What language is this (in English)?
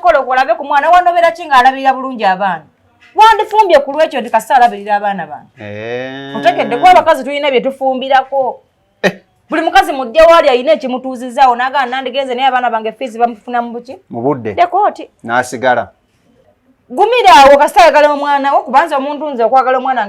Ganda